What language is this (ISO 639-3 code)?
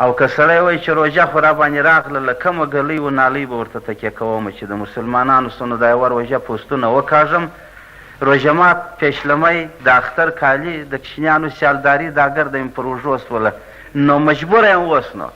pus